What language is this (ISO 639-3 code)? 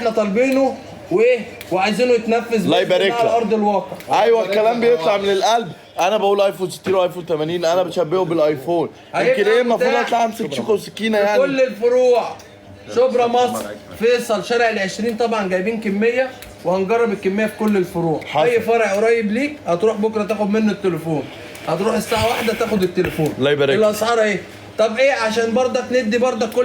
arz